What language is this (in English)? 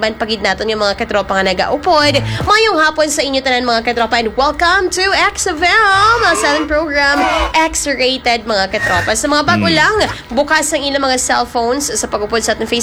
Hiligaynon